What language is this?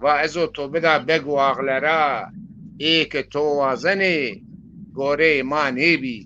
Zaza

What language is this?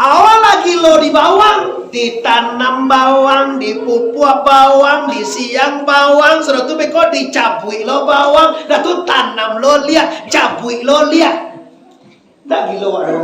Minangkabau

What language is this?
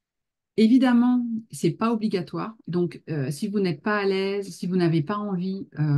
French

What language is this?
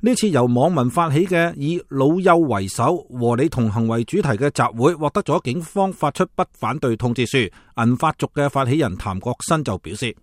Cantonese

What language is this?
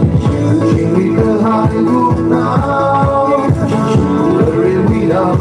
Tangkhul Naga (India)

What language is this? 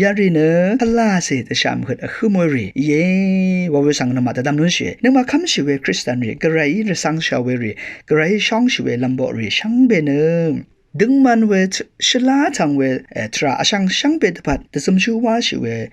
Rawang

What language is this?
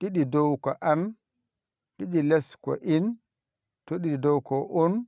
Fula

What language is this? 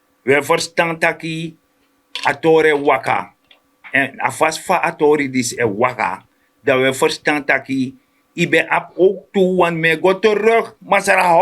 Sranan Tongo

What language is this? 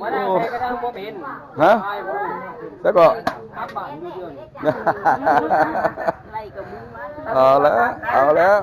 Northeastern Thai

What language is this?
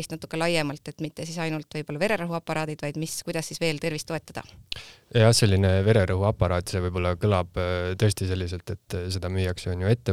Estonian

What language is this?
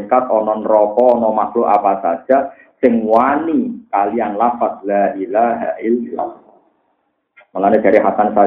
Javanese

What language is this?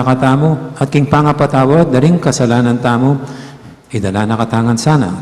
Pampanga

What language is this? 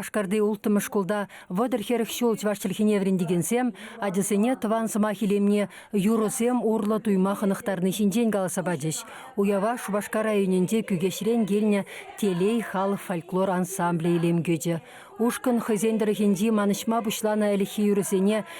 Chuvash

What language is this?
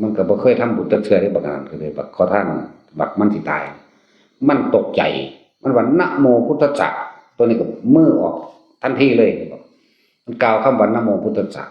Northeastern Thai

